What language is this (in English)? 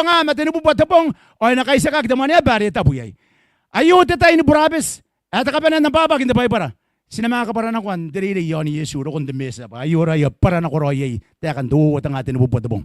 Gilbertese